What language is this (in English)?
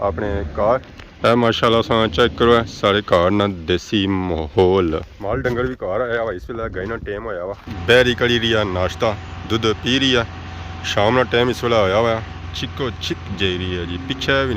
Pahari-Potwari